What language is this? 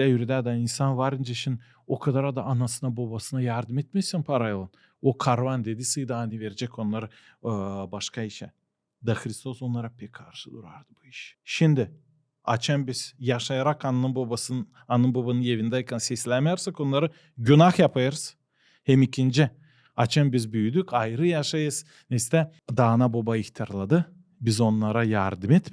Gagauz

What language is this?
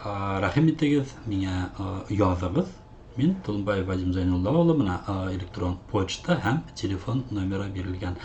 Bashkir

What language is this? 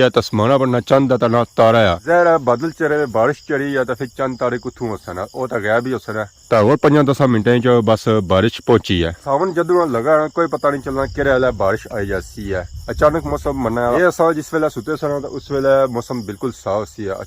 Pahari-Potwari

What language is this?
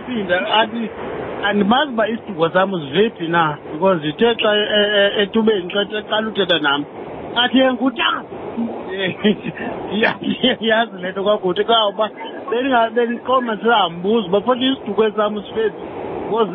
Xhosa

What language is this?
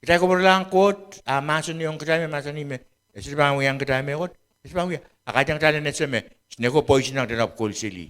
Pohnpeian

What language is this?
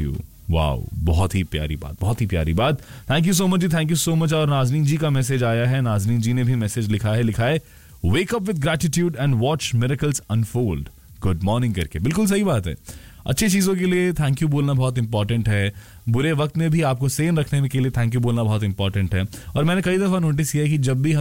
Hindi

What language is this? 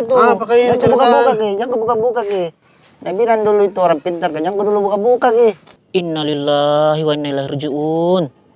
Makassar Malay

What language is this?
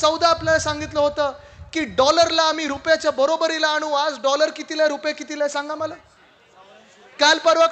Marathi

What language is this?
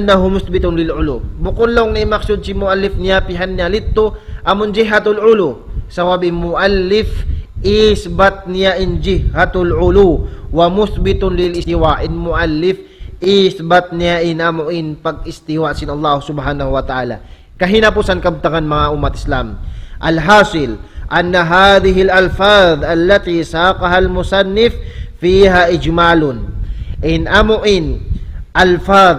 Tausug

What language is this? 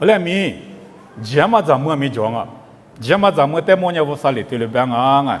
Lisu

